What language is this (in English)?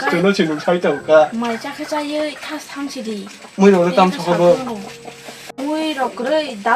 Kok Borok